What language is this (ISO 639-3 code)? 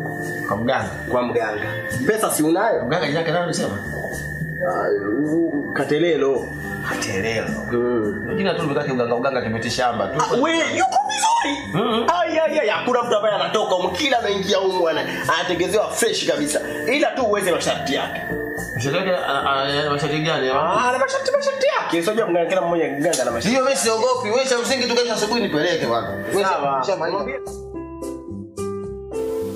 swa